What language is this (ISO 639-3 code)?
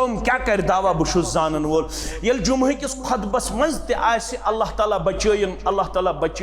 kas